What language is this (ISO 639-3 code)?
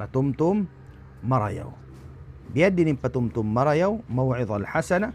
tsg